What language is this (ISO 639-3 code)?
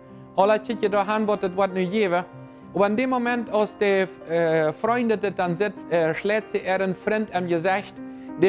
pdt